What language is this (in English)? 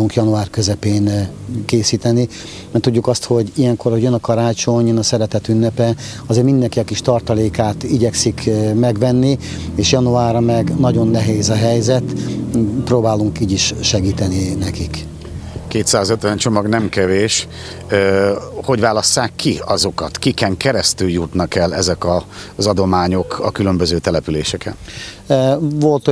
Hungarian